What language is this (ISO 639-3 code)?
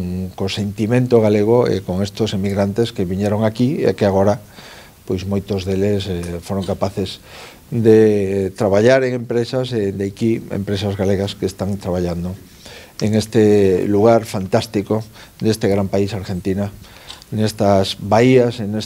glg